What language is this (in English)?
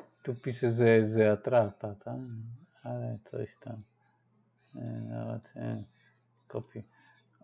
Polish